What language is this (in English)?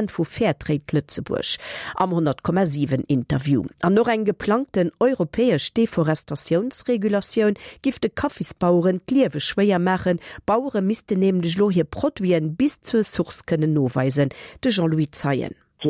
Luxembourgish